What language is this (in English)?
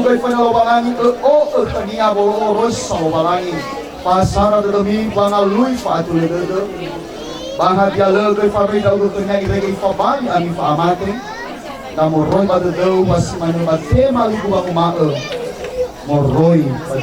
Nias